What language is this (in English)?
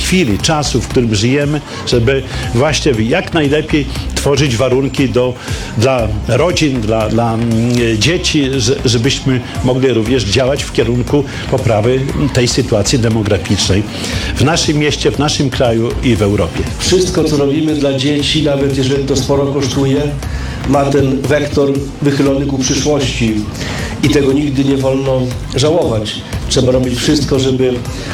Polish